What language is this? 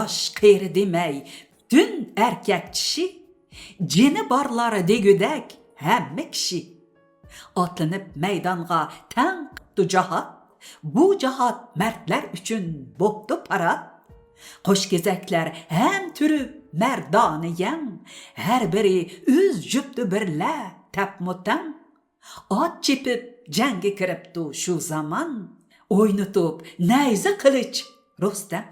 Uyghur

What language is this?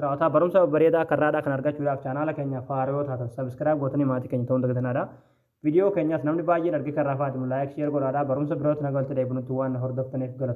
Oromo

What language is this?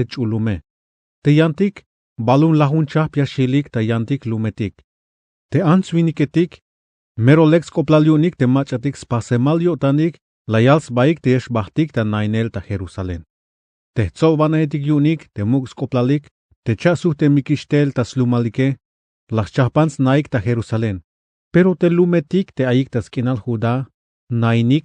Tzeltal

